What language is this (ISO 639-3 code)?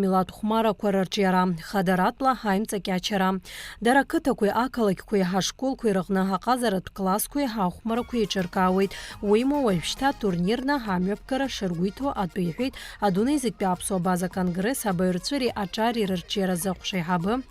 abk